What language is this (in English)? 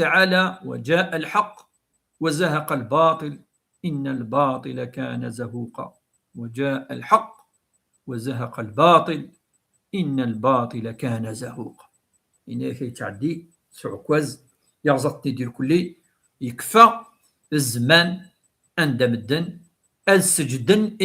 Kabyle